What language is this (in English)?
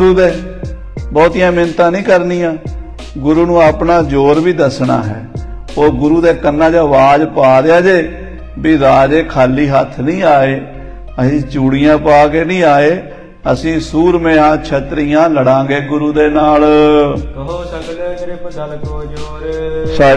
Punjabi